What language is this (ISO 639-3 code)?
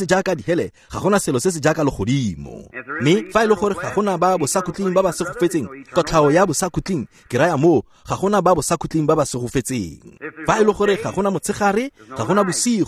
tsn